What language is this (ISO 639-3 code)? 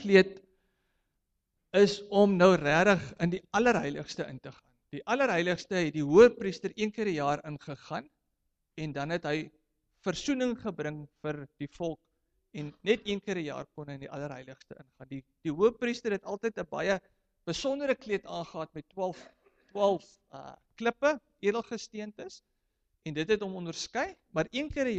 afr